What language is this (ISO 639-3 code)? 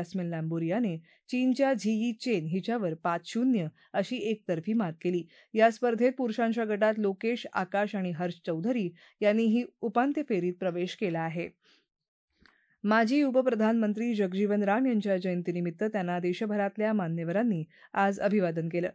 mar